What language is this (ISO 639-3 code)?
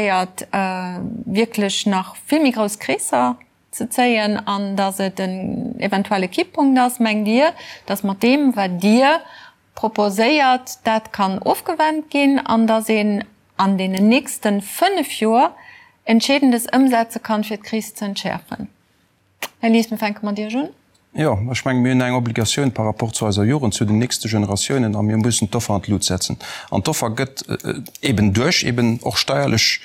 ltz